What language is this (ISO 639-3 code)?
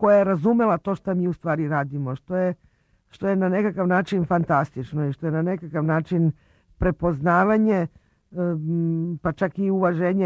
srp